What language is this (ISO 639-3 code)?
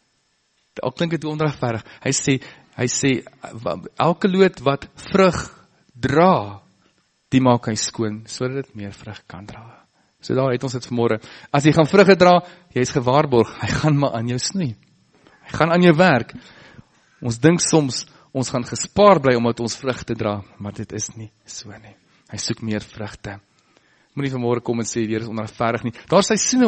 afr